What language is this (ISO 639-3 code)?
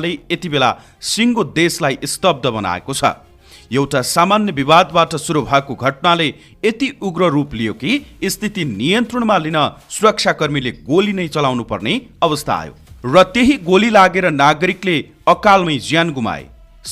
nep